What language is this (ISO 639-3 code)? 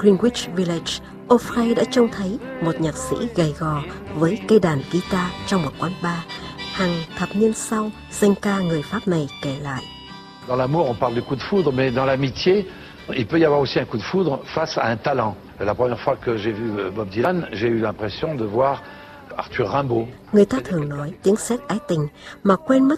vie